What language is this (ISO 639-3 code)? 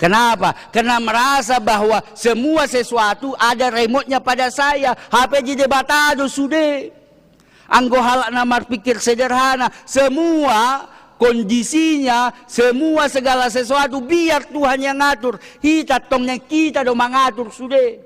bbc